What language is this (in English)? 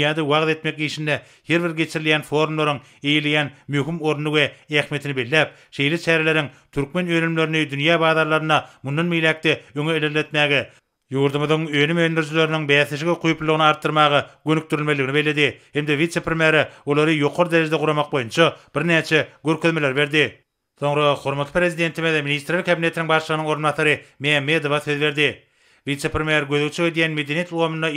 Turkmen